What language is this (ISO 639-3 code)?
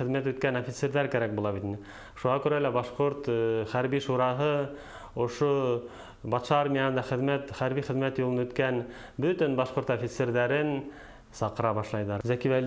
bak